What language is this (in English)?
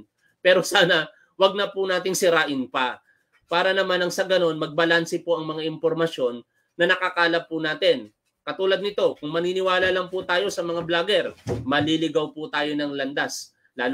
Filipino